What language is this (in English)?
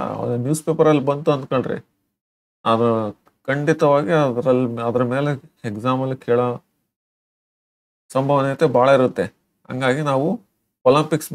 Kannada